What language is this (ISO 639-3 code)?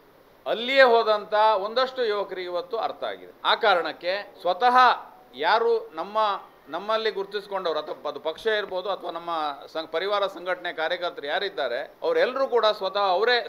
kan